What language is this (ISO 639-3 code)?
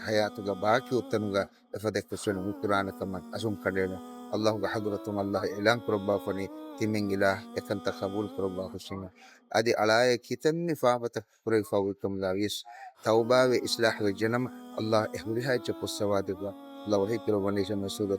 div